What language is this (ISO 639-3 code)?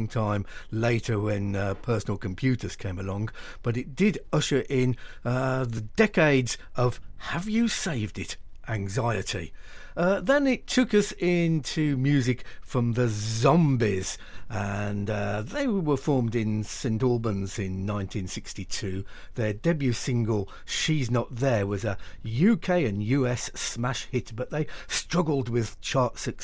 eng